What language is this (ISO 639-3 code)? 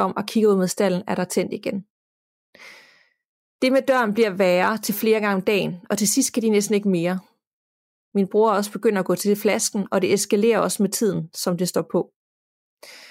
dan